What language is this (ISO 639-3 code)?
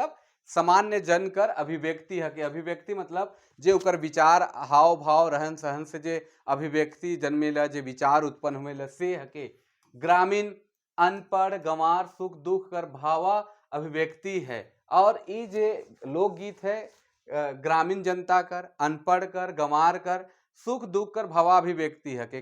sck